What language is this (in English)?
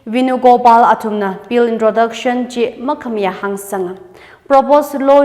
Tangkhul Naga (India)